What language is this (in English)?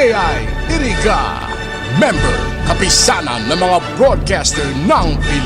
Bikol